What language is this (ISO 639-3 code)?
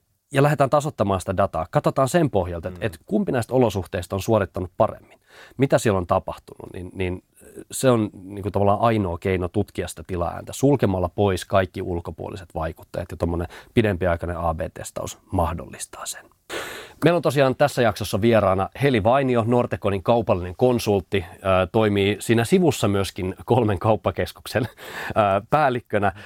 fin